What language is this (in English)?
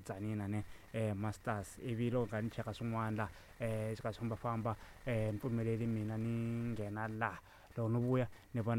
Tsonga